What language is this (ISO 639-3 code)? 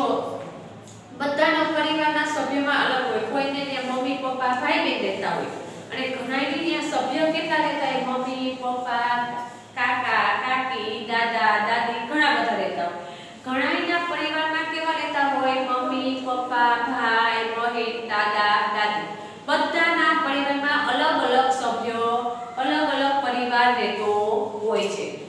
guj